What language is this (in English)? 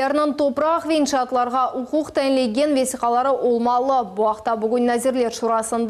Crimean Tatar